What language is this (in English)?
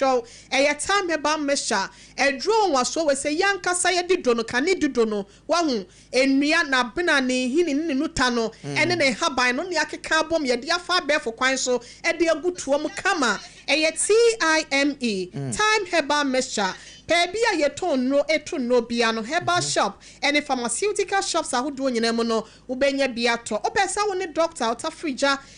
Akan